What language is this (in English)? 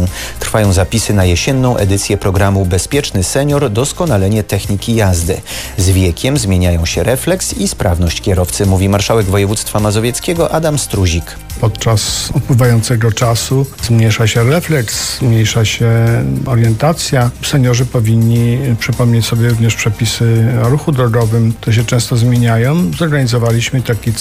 Polish